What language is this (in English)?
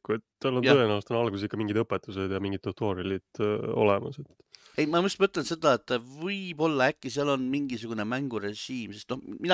Estonian